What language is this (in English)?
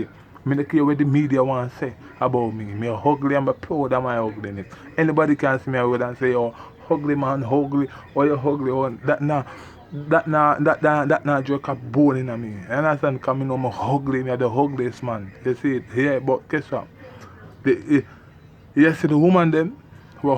Jamaican Creole English